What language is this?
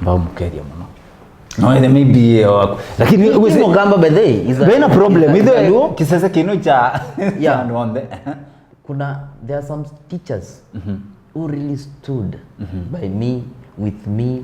Kamba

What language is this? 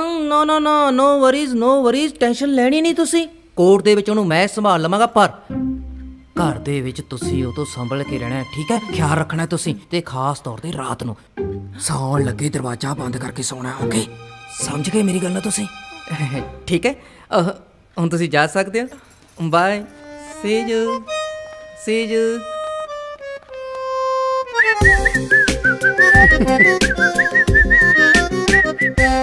Punjabi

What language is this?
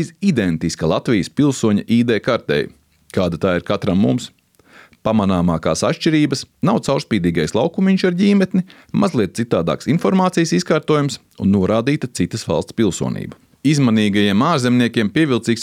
Latvian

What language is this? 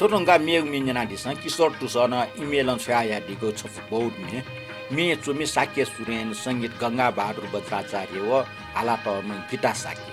Newari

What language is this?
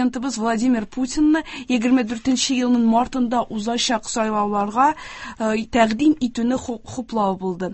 Tatar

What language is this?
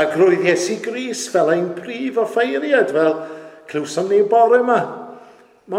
Welsh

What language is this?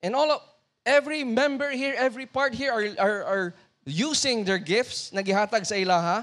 Cebuano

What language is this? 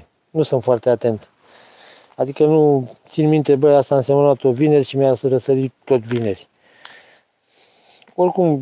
Romanian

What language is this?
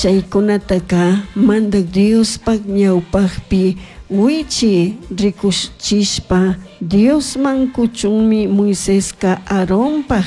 Chimborazo Highland Quichua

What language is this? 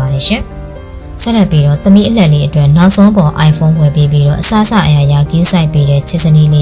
Burmese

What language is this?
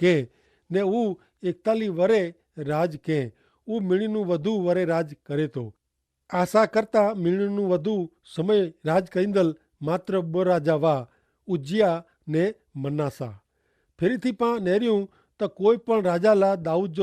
Kachhi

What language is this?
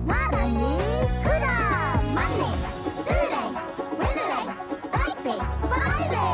Māori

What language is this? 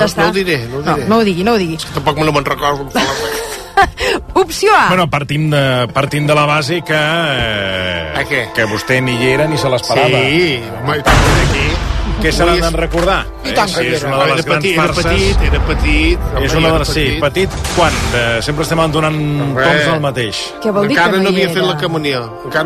Catalan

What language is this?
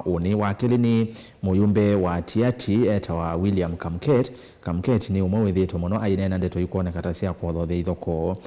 Kamba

